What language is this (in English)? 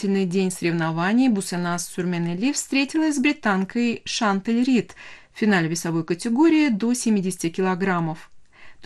Russian